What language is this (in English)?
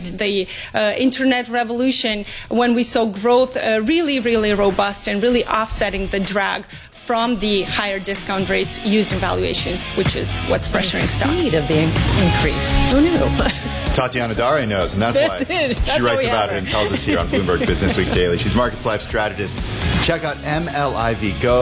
English